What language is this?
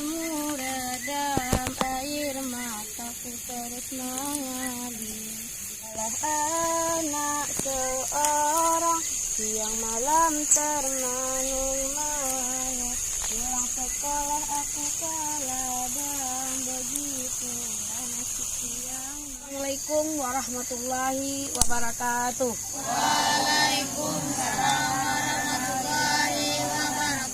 Minangkabau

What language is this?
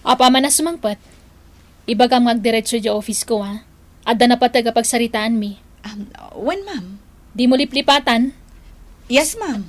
Iloko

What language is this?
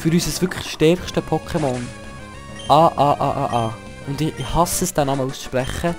Swiss German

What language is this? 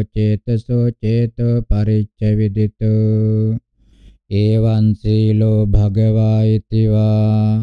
Pali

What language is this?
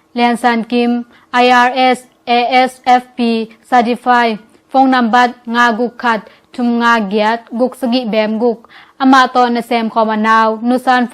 Tedim Chin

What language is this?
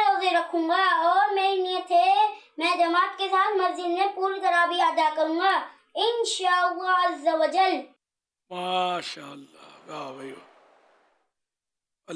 Urdu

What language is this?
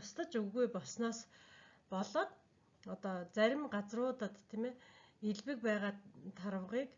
Mongolian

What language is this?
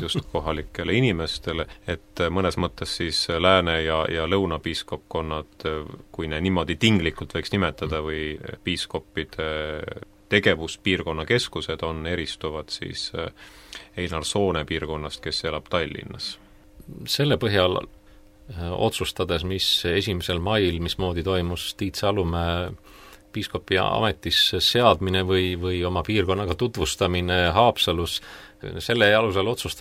Estonian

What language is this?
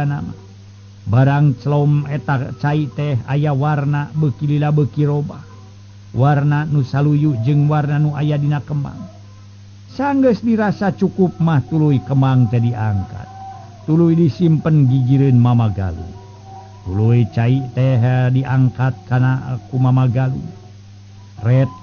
Sundanese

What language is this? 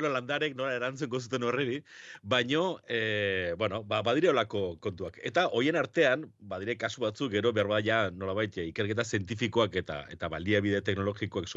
Basque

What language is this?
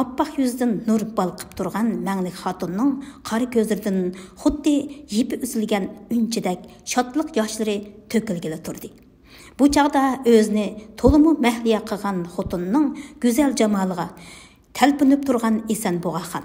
Uyghur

